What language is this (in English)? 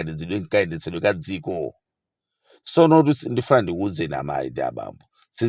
Nyanja